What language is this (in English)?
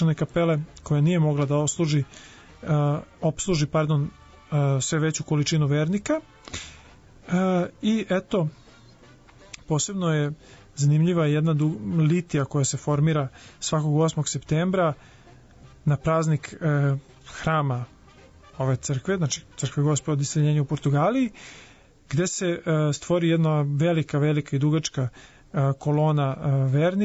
Serbian